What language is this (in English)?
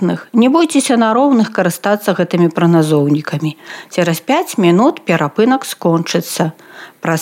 Belarusian